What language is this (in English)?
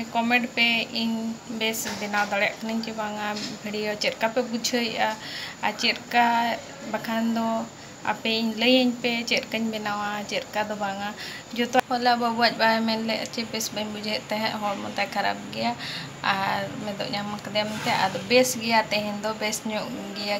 Santali